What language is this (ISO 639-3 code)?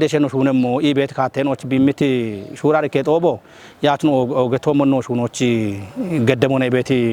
kbr